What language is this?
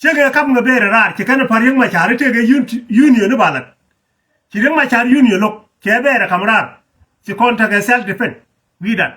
Nuer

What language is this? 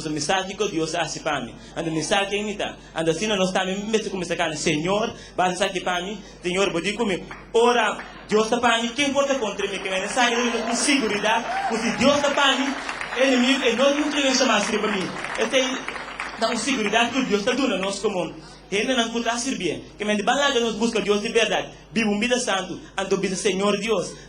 Papiamento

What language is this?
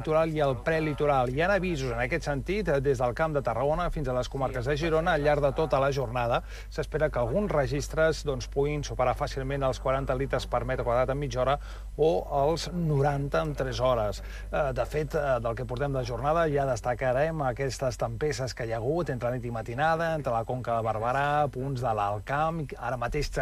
Catalan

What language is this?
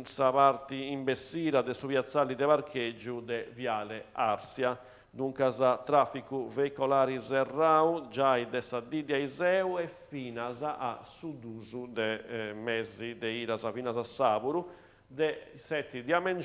Sardinian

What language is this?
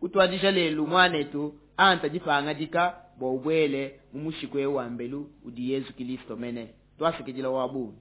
Luba-Lulua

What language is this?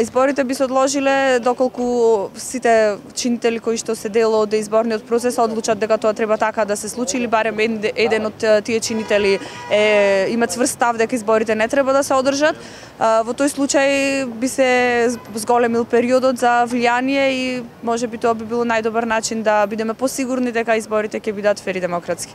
Macedonian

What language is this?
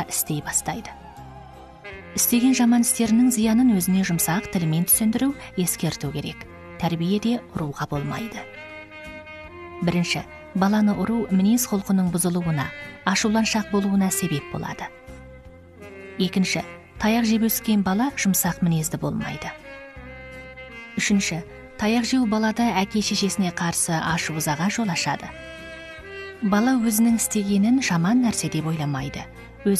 Kazakh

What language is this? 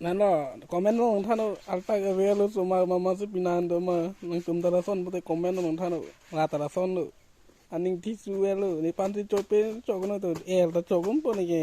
Karbi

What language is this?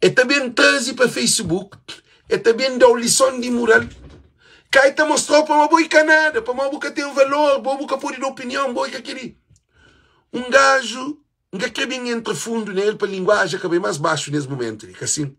Kabuverdianu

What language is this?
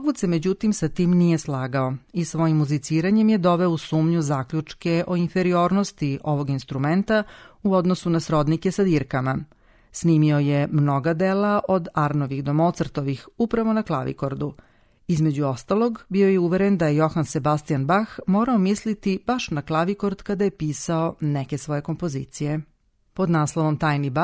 Serbian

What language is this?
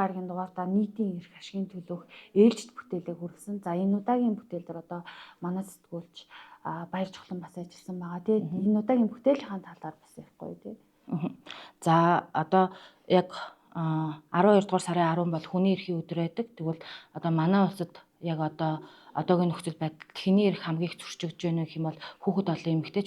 Mongolian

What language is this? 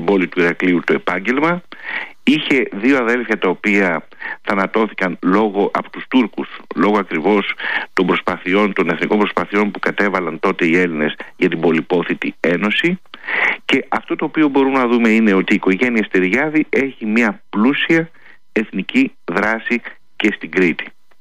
Greek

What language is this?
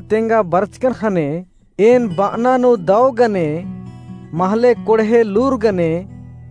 Kurukh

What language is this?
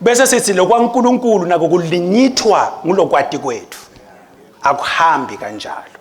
Swati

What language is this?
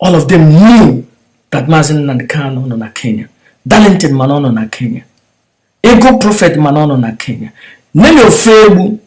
Igbo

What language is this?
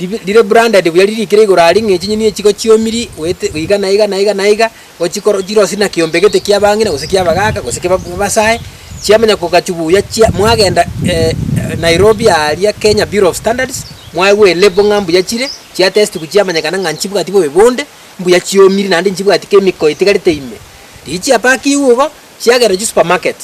Gusii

